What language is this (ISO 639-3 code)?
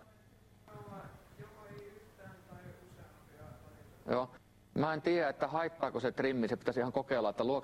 fin